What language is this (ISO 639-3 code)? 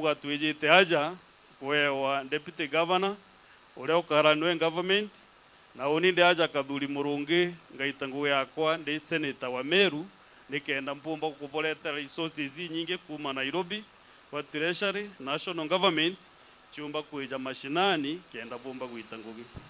mer